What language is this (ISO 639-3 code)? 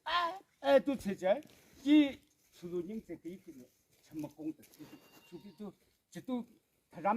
yim